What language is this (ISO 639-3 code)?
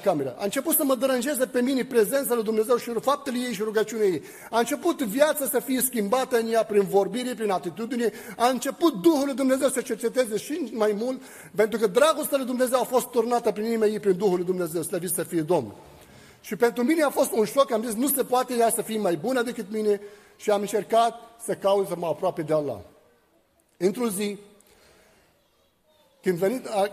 ron